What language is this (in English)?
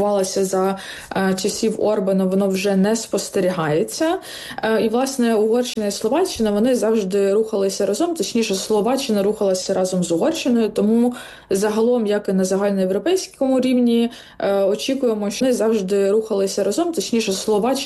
Ukrainian